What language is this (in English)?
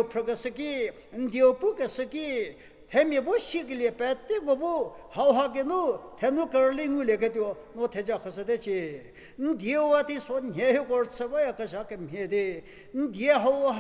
Angami Naga